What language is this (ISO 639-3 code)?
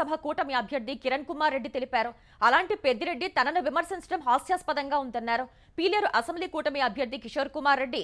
tel